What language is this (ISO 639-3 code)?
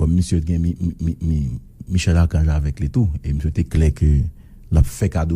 hat